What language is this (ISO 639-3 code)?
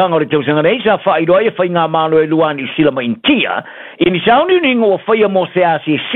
smo